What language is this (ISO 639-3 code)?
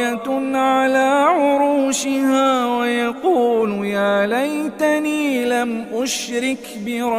ara